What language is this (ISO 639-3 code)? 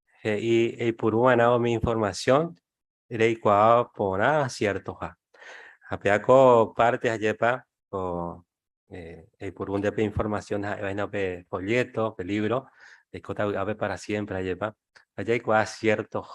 grn